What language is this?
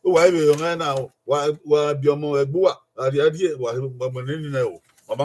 Bini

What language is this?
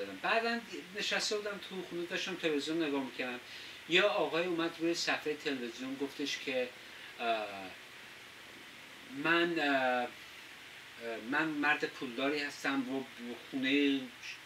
Persian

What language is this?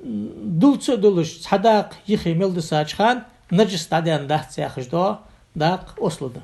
Ingush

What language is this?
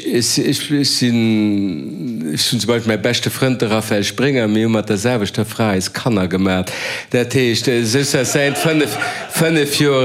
Luxembourgish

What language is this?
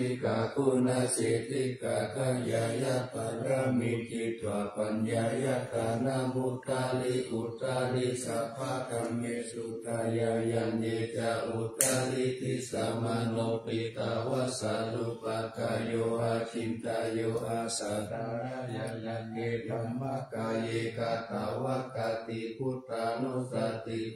Pali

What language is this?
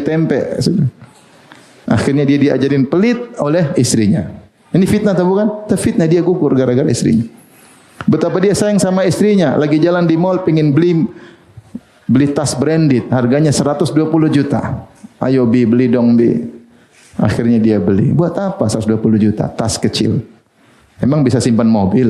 Indonesian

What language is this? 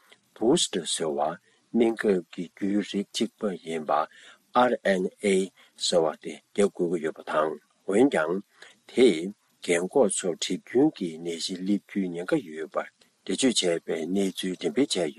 Tibetan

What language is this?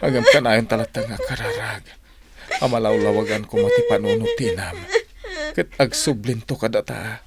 Iloko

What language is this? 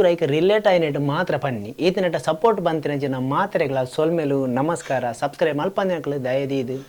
Tulu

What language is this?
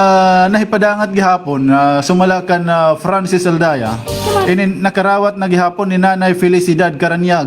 Waray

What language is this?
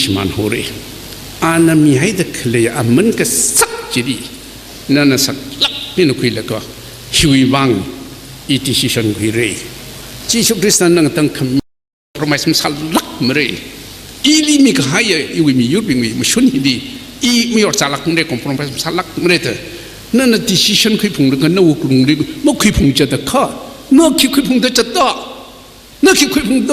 Tangkhul Naga (India)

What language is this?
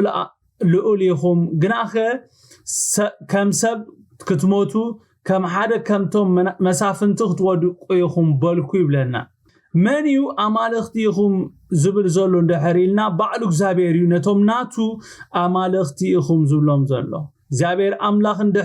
Tigrinya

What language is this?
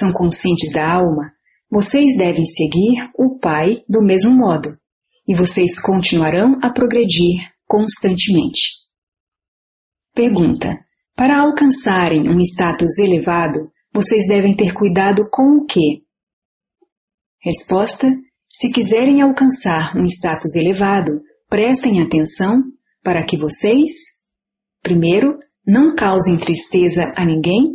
Portuguese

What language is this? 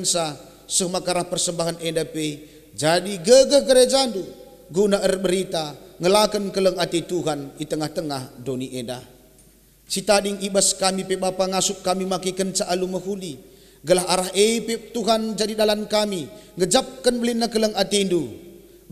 Batak Karo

